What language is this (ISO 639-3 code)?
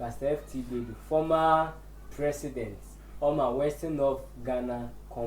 sfw